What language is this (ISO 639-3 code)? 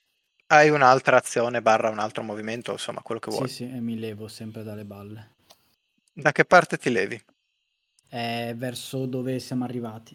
ita